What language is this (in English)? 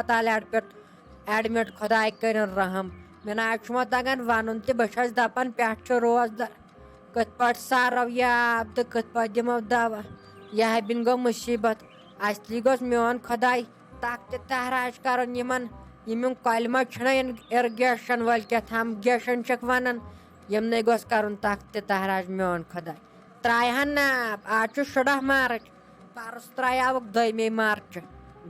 Kashmiri